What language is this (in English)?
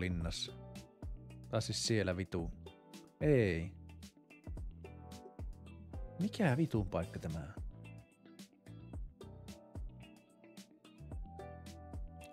Finnish